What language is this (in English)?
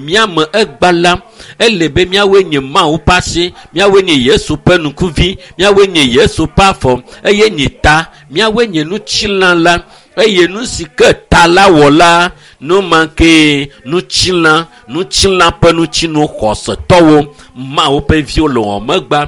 Ewe